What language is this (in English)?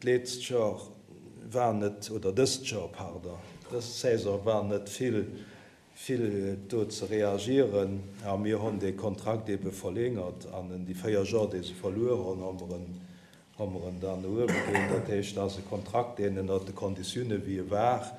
Luxembourgish